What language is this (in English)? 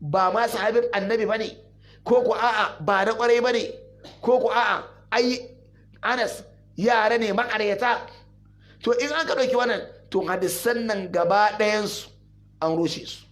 Hausa